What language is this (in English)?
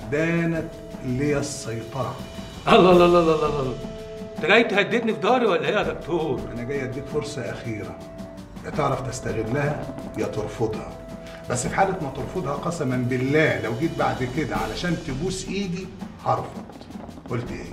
Egyptian Arabic